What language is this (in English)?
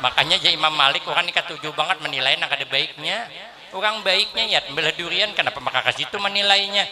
Banjar